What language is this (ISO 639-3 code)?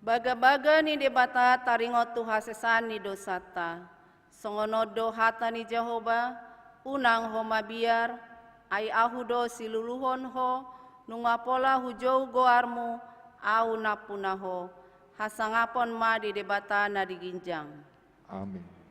bbc